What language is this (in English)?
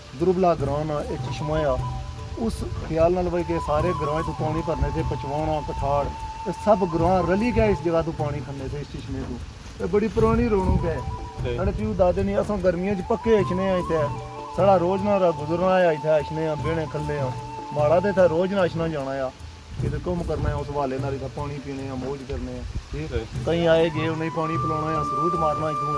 Pahari-Potwari